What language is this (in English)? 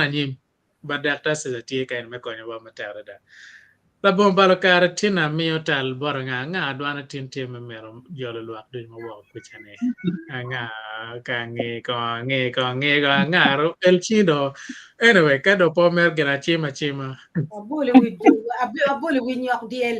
Acoli